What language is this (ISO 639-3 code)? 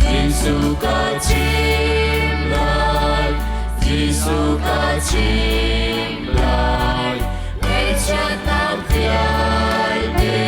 cnh